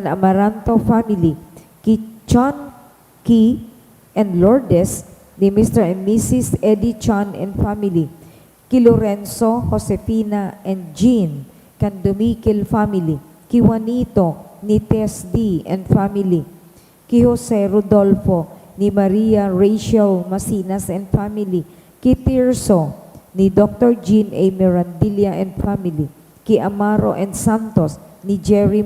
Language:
Bikol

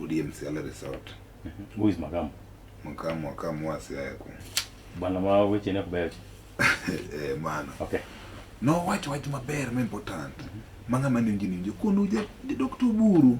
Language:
Luo (Kenya and Tanzania)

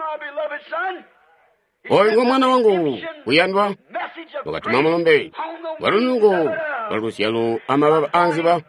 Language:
Tonga (Zambia)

